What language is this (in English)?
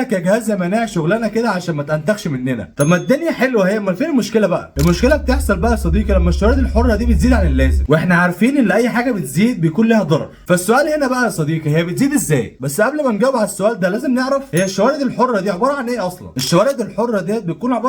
Egyptian Arabic